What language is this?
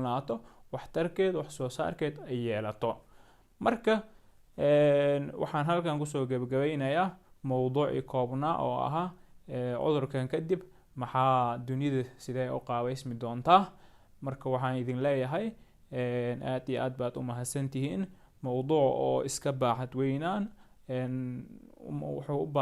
Somali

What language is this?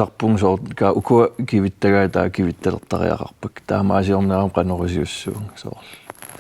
Kalaallisut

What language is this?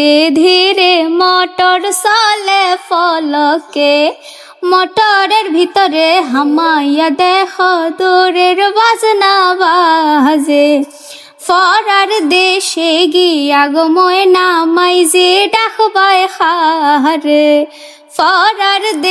Sylheti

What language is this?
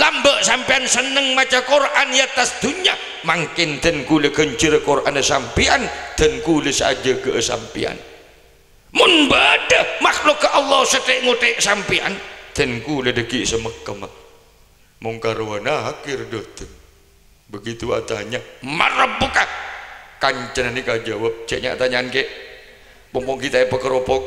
Madurese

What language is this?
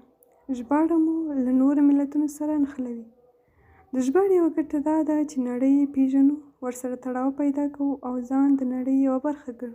Pashto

